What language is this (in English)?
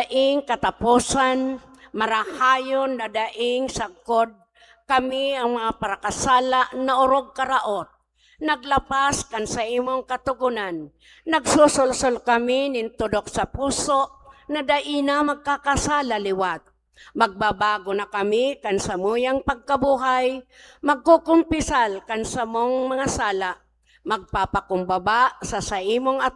Bikol